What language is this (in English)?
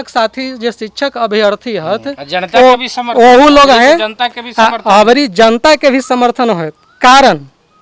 Magahi